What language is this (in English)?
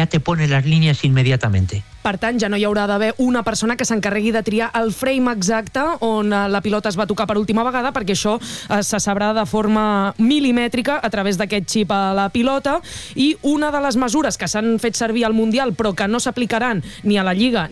Catalan